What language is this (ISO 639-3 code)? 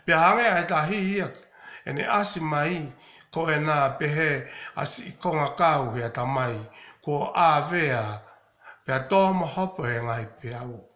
ton